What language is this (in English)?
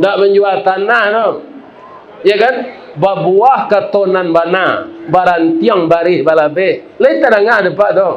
Minangkabau